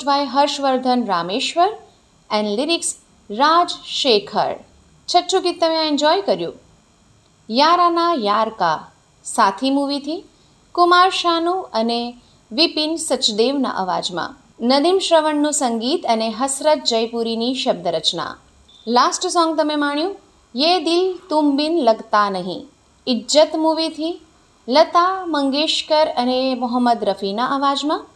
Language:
Gujarati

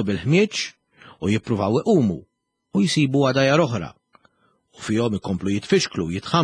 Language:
Maltese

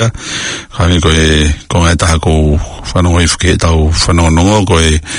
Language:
Tongan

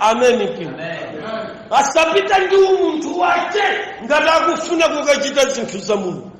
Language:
Nyanja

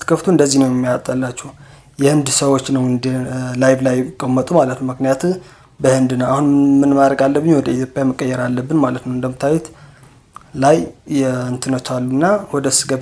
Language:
Amharic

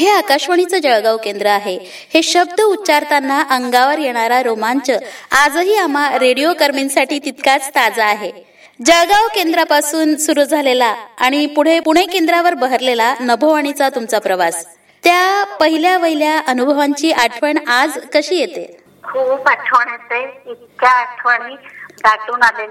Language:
Marathi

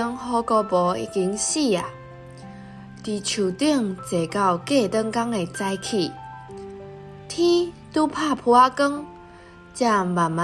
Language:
Min Nan Chinese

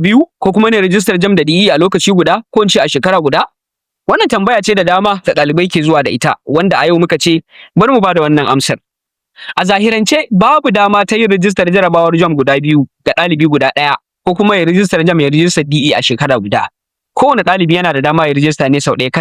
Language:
Hausa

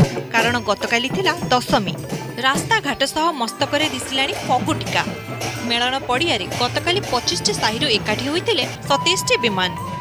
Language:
Odia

